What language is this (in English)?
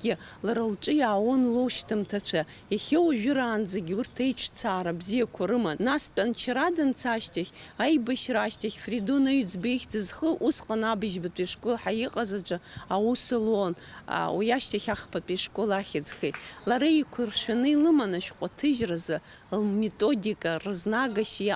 Abkhazian